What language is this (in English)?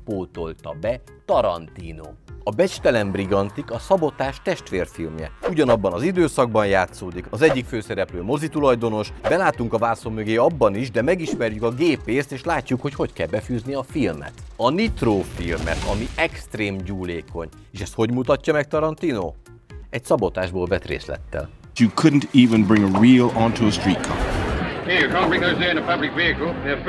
Hungarian